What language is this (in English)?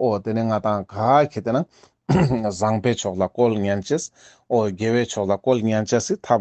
Ladakhi